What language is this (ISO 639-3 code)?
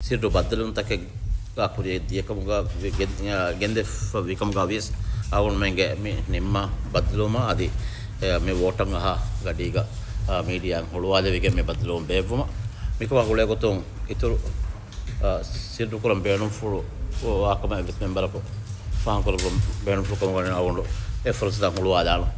div